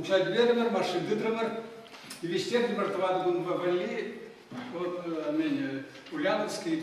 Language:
Chuvash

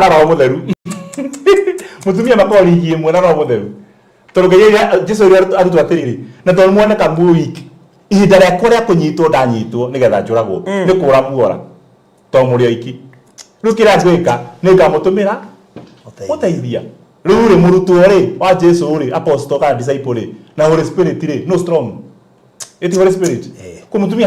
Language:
Kikuyu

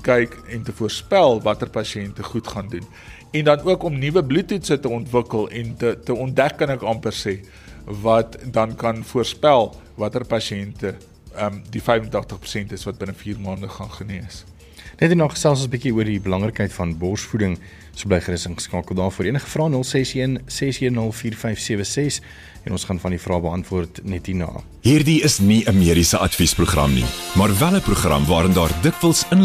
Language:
Afrikaans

